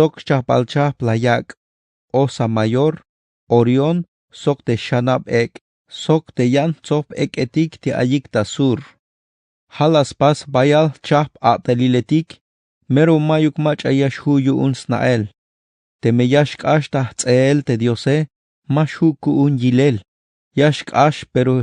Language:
Tzeltal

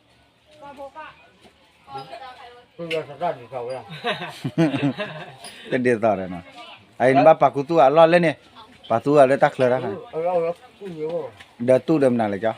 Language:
S'gaw Karen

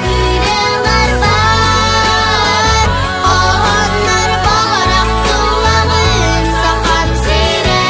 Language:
Yakut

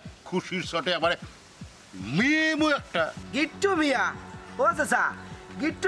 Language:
Sylheti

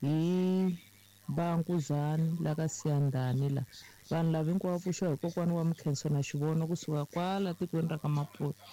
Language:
Tsonga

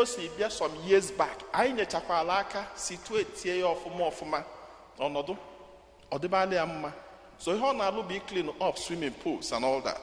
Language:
Igbo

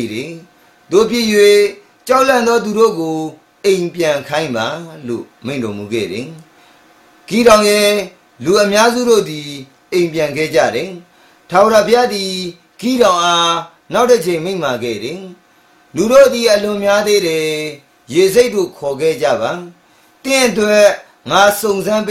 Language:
Burmese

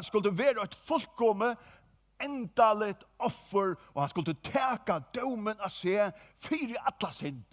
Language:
Faroese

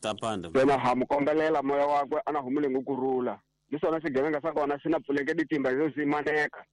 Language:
Tsonga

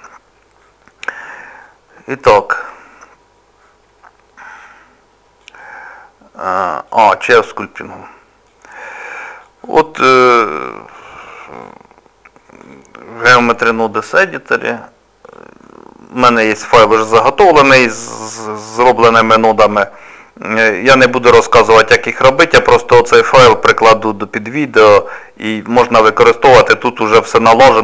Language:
Ukrainian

